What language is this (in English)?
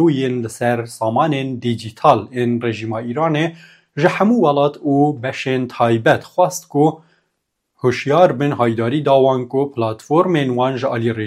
Kurdish